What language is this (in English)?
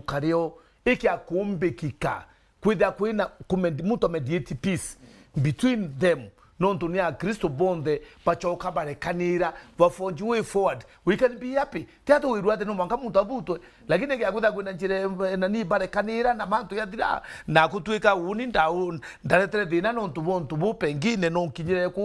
Meru